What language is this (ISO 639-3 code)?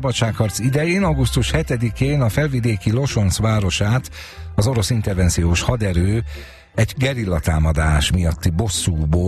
hun